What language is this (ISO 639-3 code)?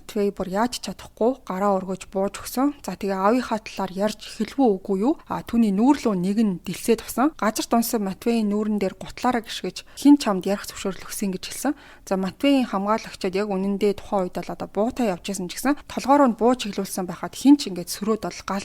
mon